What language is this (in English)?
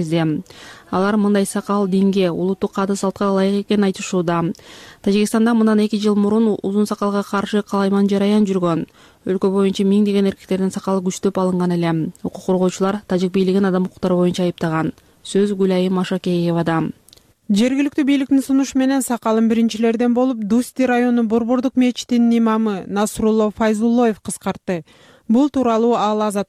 Kyrgyz